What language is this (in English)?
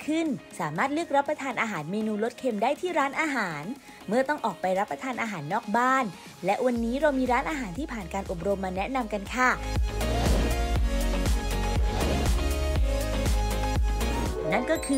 Thai